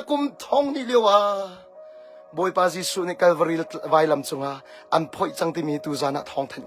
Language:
Hakha Chin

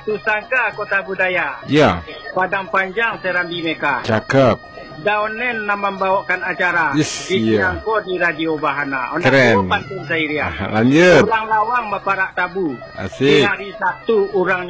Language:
Minangkabau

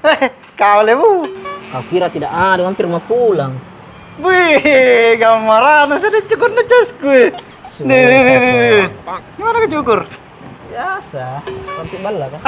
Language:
Makassar Malay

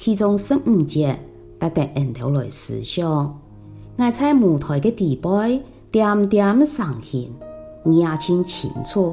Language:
Hakka Chinese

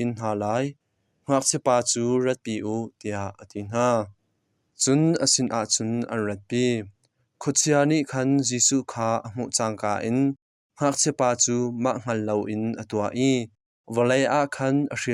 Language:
Hakha Chin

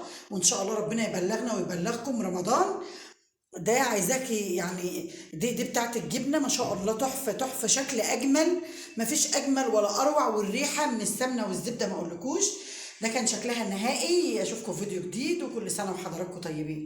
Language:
Egyptian Arabic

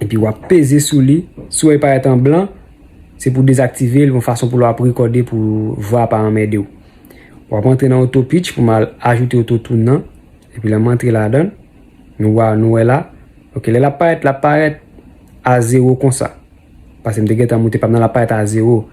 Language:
Haitian Creole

